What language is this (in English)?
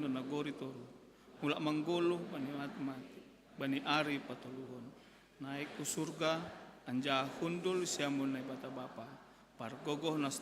Batak Simalungun